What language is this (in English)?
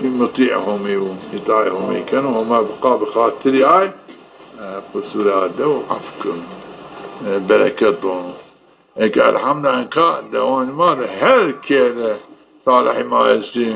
Zaza